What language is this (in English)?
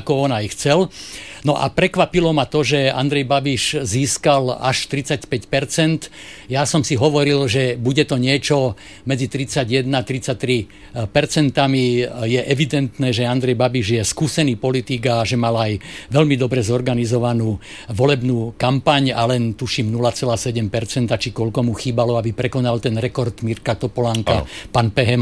Slovak